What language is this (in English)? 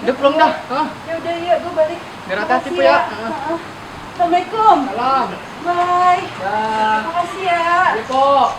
Betawi